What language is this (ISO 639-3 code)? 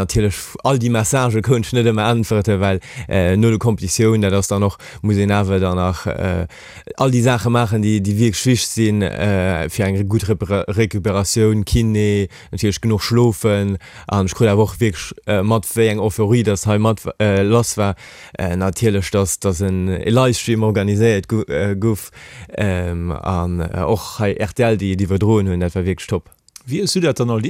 ltz